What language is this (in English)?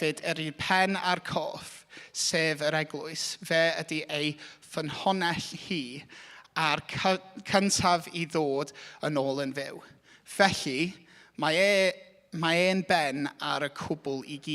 Welsh